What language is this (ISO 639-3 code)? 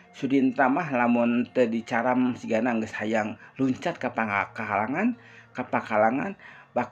sun